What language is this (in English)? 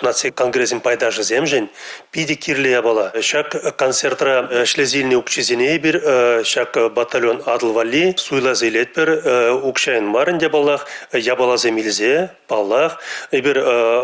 Chuvash